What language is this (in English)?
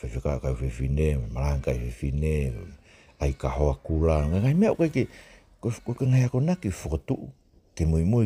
Tongan